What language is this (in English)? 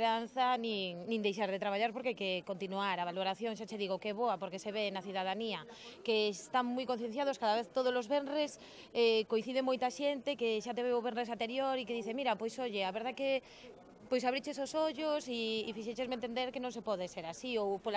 Galician